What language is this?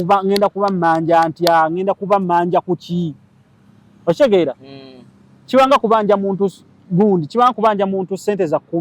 Ganda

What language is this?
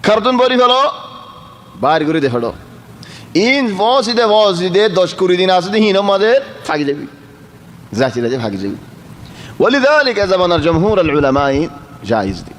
Rohingya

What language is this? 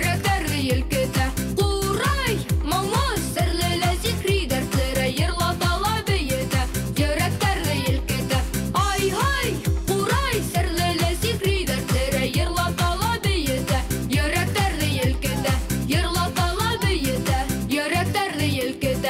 Bashkir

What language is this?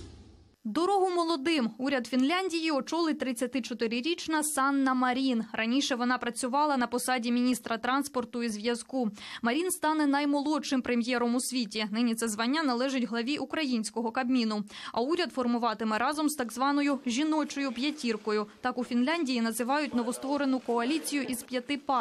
Ukrainian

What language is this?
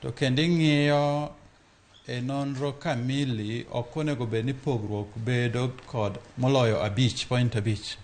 Luo (Kenya and Tanzania)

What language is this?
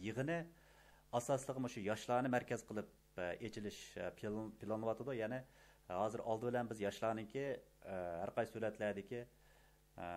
Uyghur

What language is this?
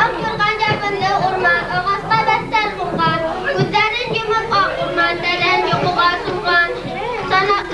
Bashkir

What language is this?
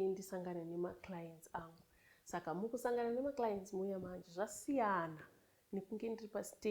Shona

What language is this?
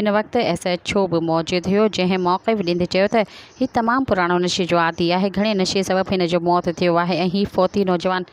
Sindhi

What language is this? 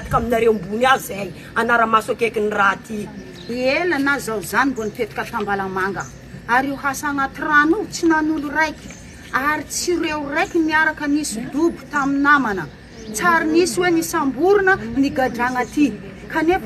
Malagasy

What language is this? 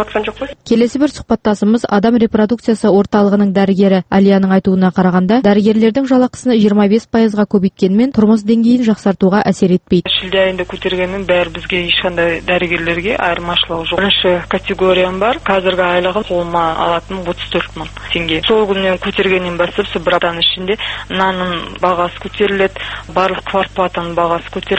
Kazakh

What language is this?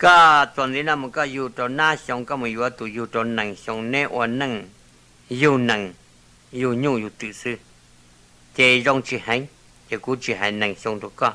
Hmong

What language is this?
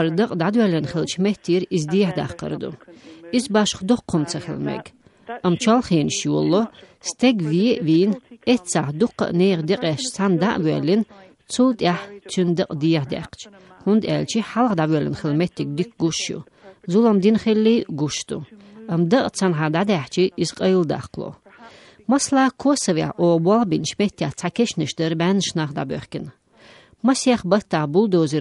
Chechen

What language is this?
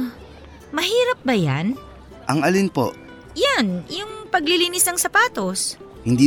Filipino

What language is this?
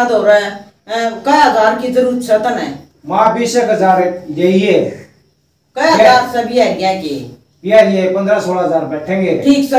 Haryanvi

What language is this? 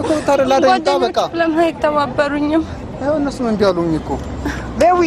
Amharic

